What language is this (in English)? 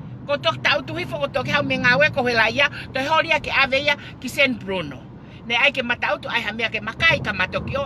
Tongan